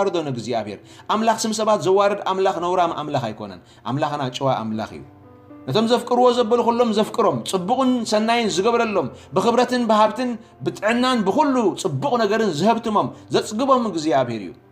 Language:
Tigrinya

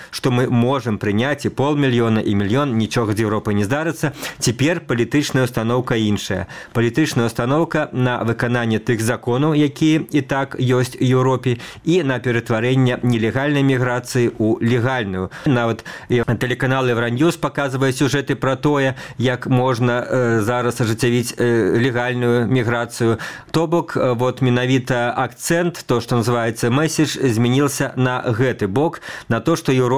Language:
Belarusian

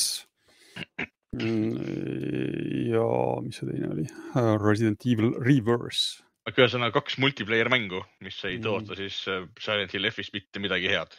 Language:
Estonian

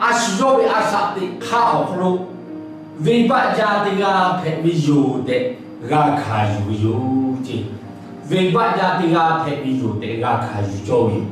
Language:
Lahu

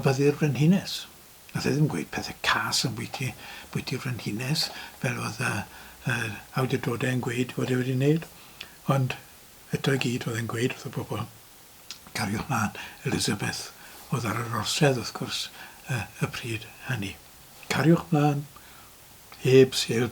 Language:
Welsh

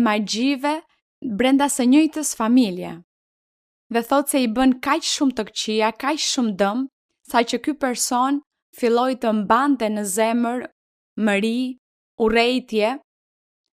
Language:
Albanian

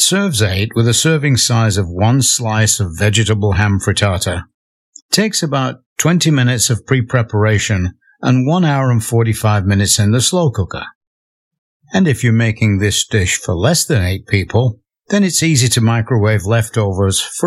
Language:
English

